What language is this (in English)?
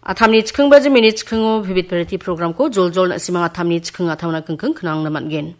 Garo